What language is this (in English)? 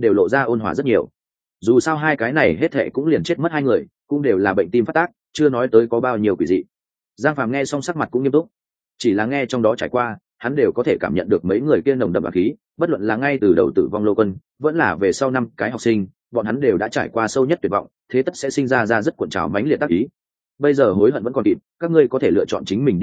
Vietnamese